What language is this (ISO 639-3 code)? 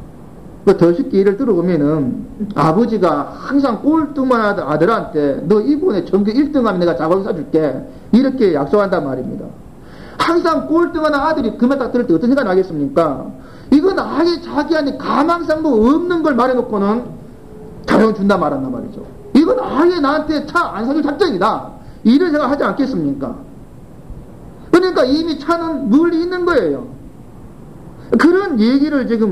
kor